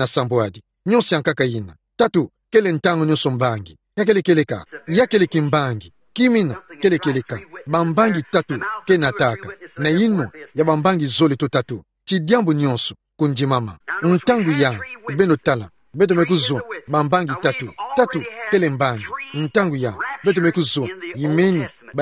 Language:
Kituba (Democratic Republic of Congo)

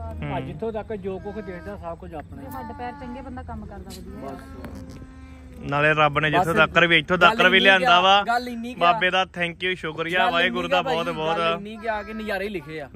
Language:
Punjabi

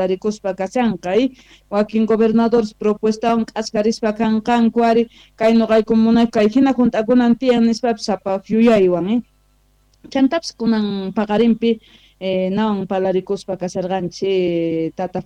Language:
South Bolivian Quechua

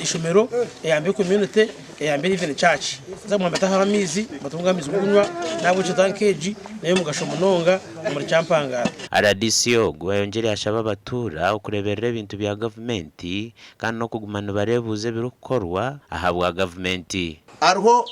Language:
Nyankole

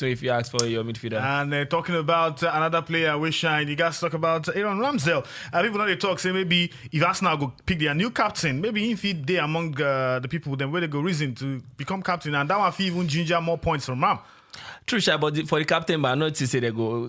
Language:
Nigerian Pidgin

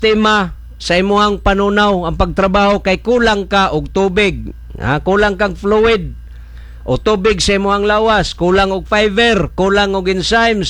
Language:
Cebuano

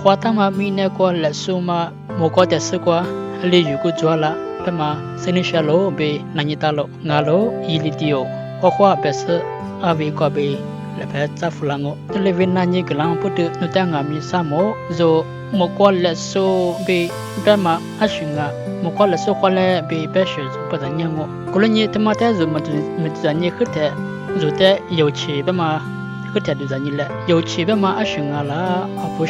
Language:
Lisu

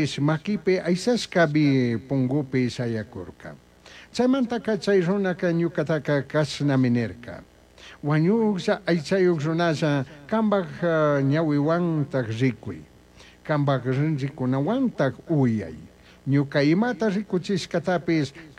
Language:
Chimborazo Highland Quichua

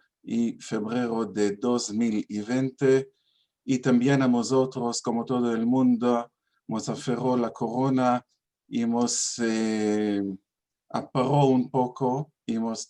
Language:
Ladino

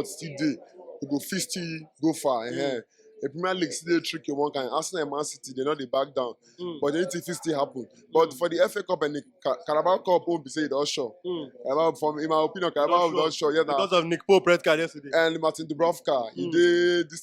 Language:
Nigerian Pidgin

